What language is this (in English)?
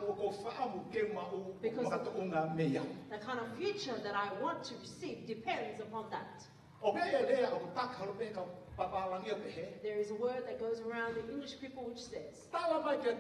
Tongan